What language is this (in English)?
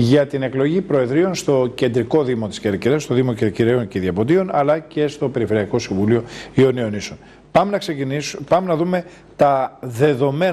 Greek